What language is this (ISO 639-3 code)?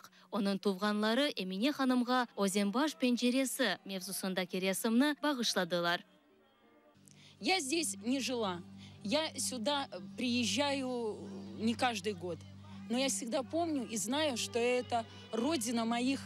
crh